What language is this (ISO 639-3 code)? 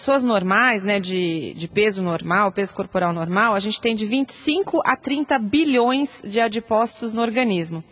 por